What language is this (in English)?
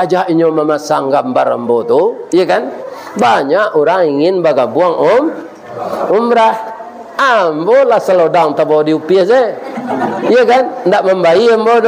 Minangkabau